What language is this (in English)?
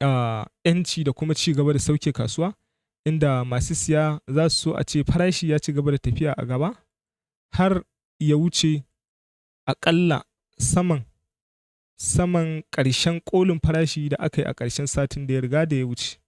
Hausa